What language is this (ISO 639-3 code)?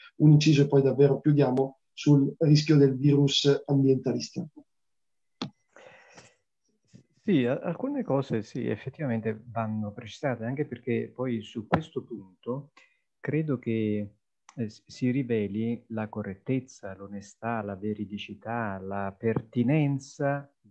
ita